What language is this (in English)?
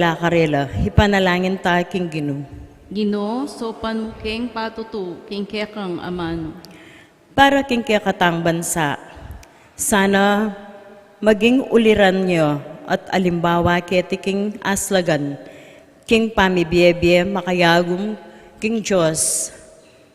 Pampanga